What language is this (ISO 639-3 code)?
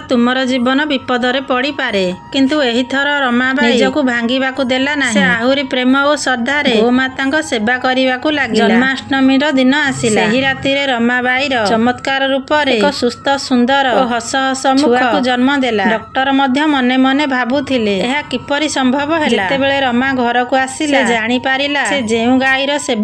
ori